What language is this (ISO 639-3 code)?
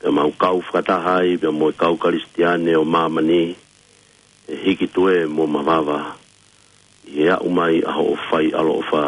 ton